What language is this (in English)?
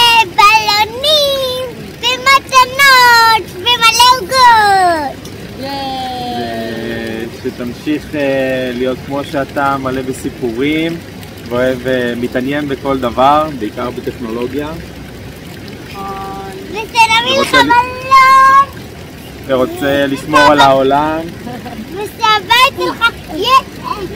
Hebrew